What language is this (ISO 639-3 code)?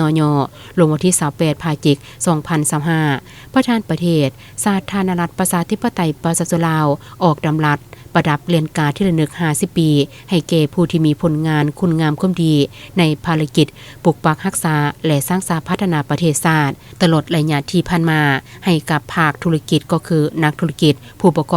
lao